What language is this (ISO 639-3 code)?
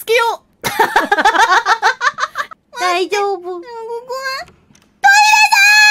jpn